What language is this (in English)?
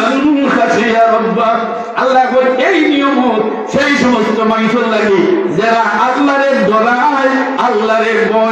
Sylheti